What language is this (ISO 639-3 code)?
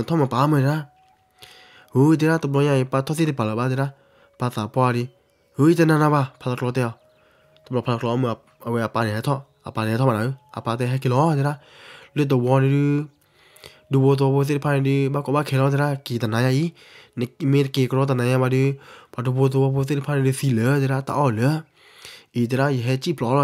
ksw